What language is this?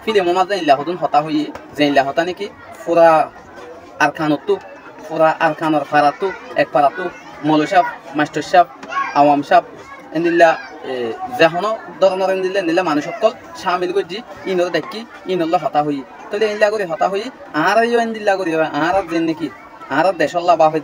Rohingya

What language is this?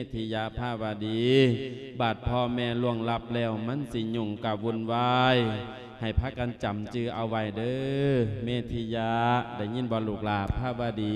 Lao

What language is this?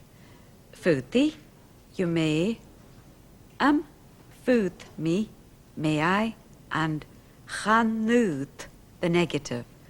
Scottish Gaelic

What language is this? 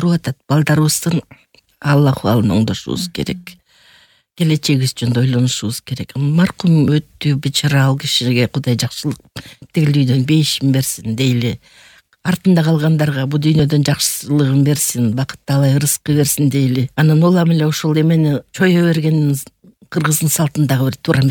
Kyrgyz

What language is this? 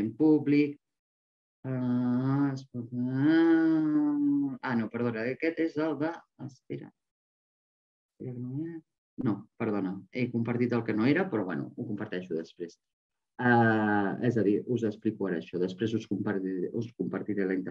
Catalan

